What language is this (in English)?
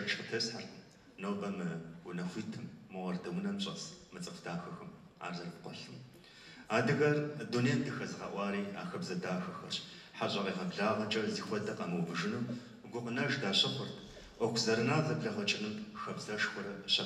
Kabardian